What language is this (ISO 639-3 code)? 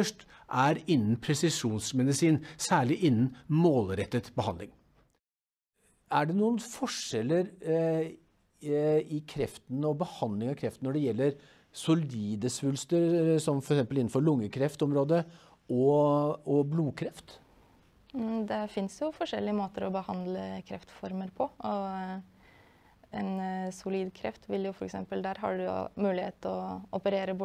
nor